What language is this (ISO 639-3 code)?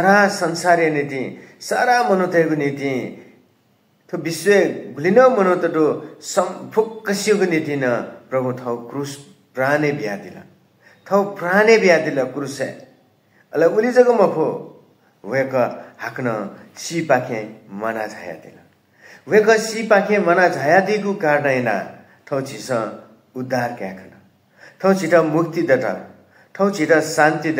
new